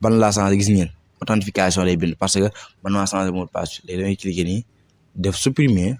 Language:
Wolof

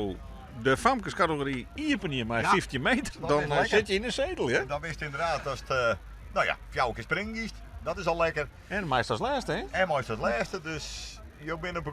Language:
Western Frisian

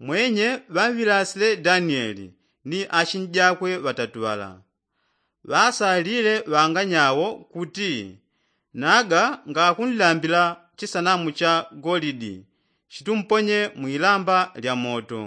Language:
Yao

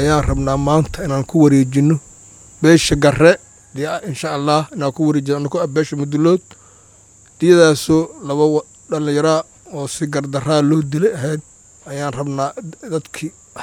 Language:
Somali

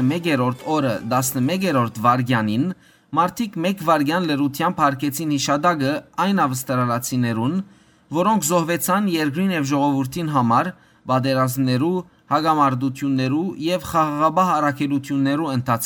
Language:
Western Armenian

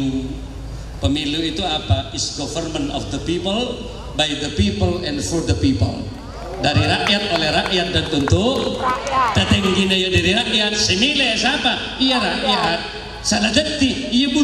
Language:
Madurese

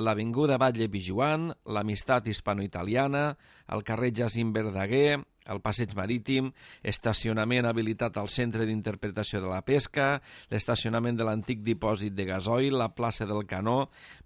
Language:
Catalan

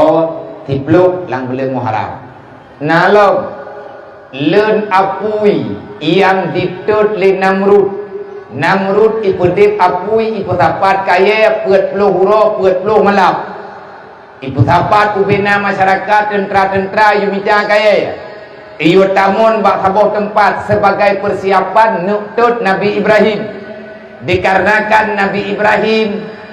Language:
Achinese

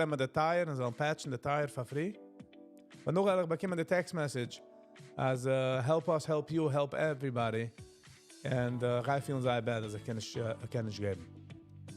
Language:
Yiddish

